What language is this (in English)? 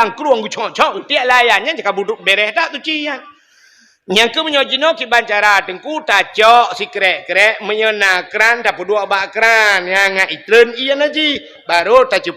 Achinese